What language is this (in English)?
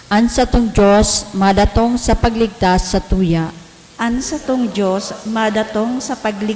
Bikol